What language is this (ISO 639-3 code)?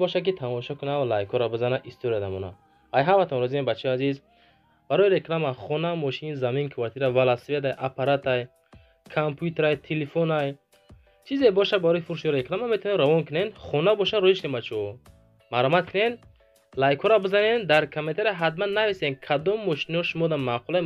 tgk